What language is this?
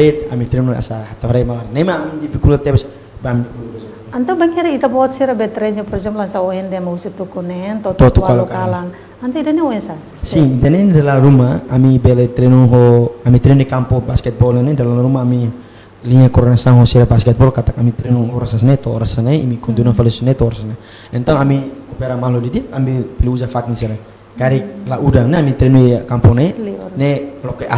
Tetum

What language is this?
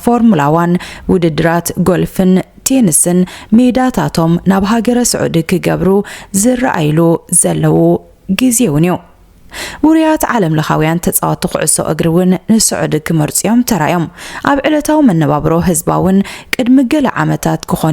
Tigrinya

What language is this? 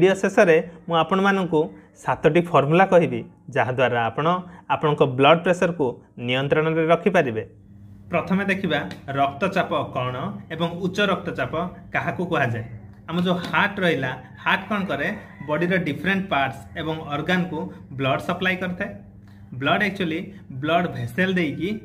Odia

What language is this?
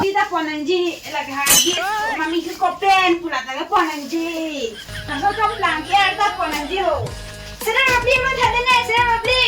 Karbi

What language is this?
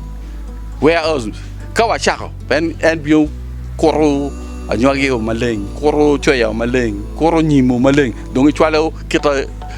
Acoli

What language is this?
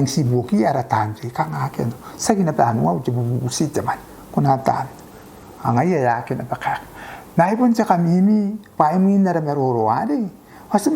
Gilbertese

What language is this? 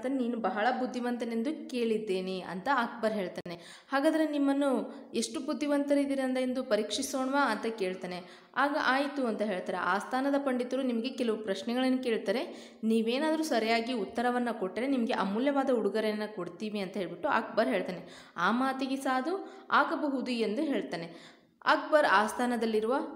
Kannada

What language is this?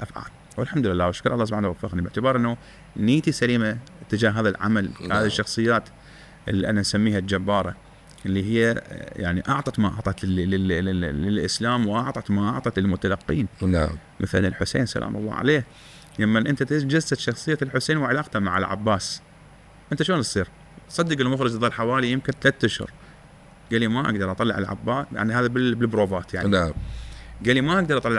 Mesopotamian Arabic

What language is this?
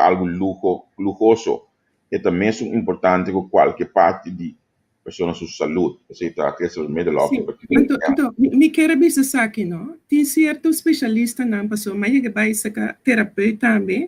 Papiamento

